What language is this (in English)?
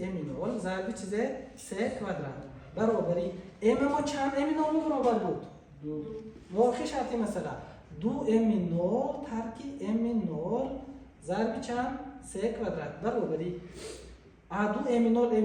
Tajik